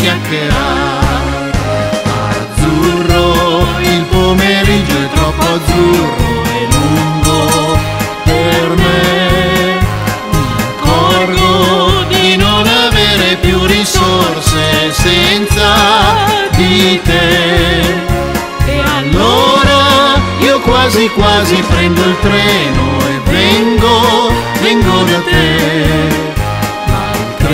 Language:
Italian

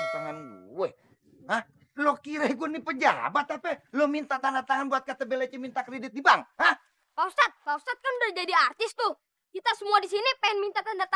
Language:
Betawi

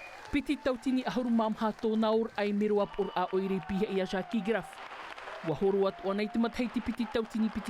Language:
Tahitian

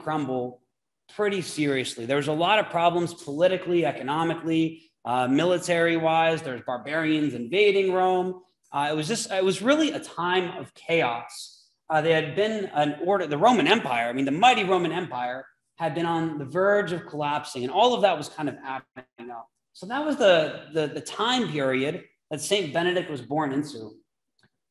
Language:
English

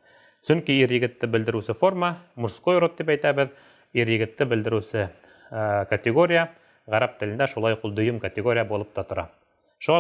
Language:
Bashkir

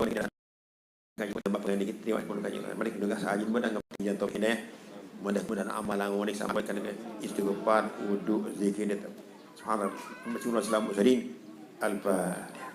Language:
Sasak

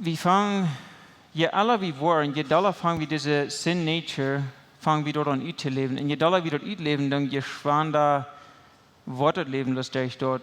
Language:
Plautdietsch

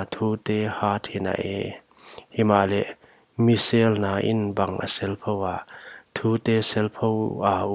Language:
Paite Chin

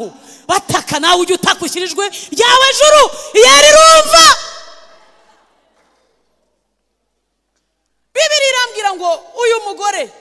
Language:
Kinyarwanda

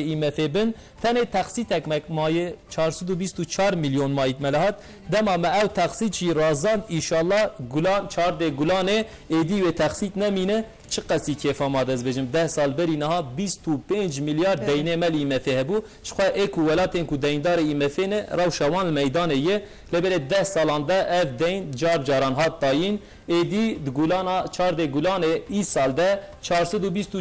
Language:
Kurdish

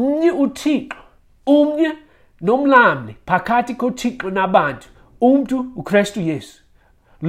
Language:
Xhosa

